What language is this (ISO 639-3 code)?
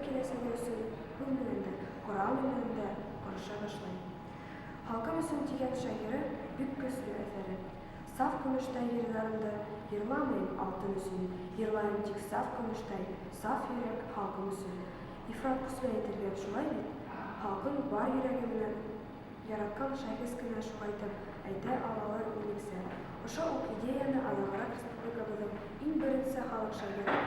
bak